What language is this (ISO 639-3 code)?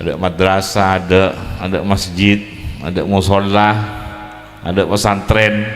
mad